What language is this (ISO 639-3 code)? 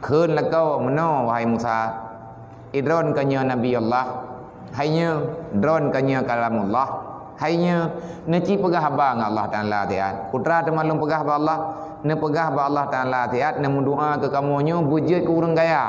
ace